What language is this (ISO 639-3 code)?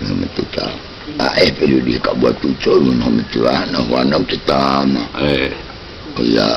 mqm